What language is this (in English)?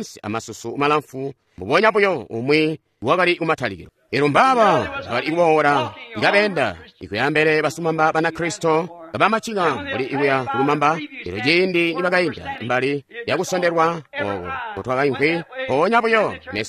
Tonga (Zambia)